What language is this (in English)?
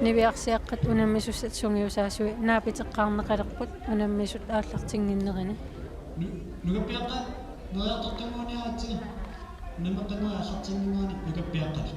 Kalaallisut